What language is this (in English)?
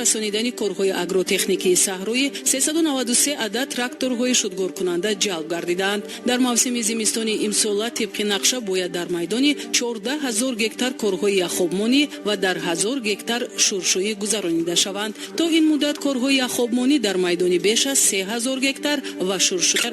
Tajik